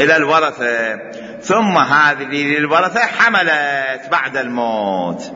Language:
Mesopotamian Arabic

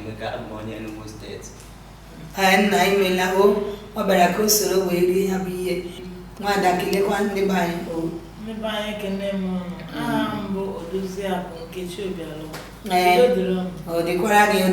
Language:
Igbo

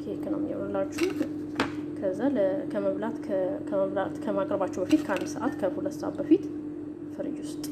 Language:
Amharic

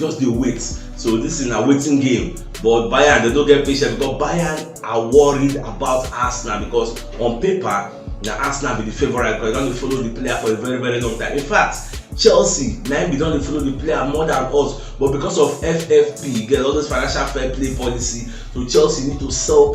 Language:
Nigerian Pidgin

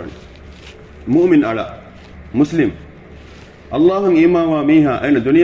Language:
Divehi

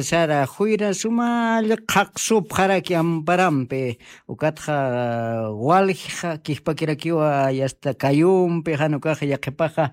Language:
Aymara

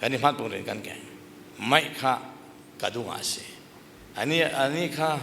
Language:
Falam Chin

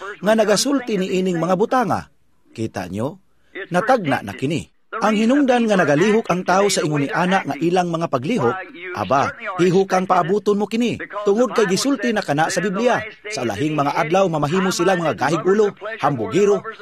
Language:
Cebuano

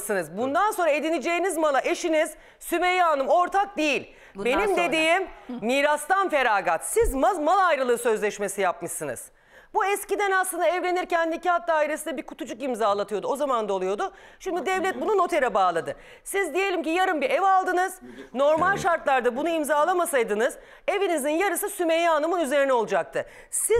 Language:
Turkish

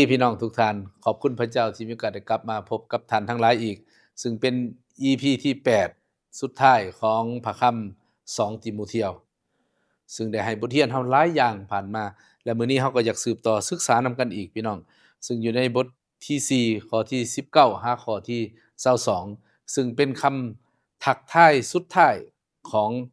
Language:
Lao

